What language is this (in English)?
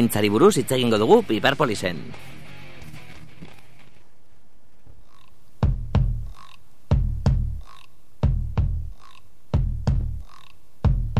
Basque